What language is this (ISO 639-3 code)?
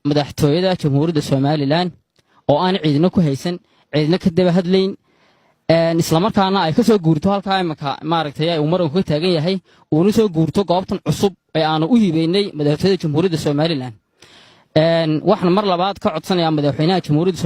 som